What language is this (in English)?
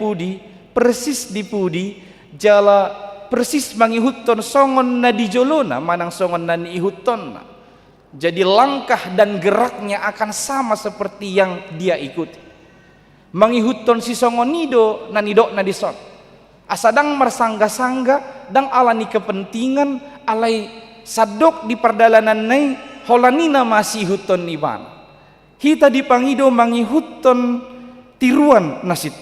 Batak Toba